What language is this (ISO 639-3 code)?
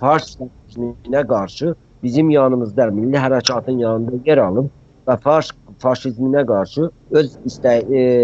azb